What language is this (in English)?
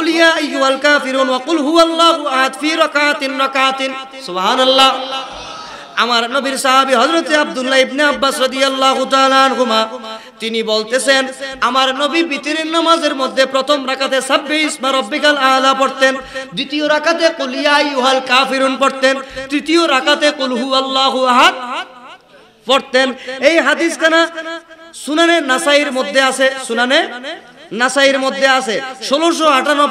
Bangla